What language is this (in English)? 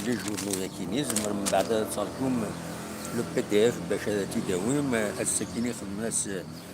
Kabyle